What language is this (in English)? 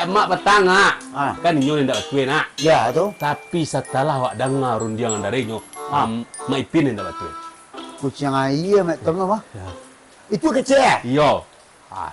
Minangkabau